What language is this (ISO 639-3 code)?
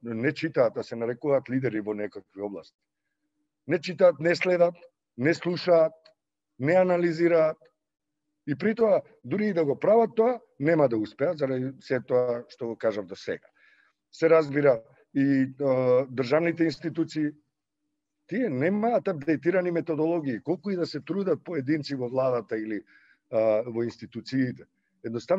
mkd